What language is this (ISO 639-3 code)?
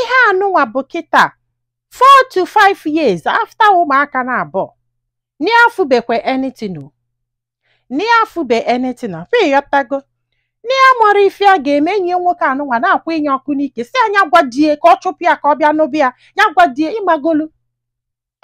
ibo